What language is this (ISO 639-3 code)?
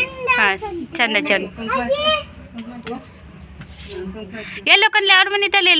kan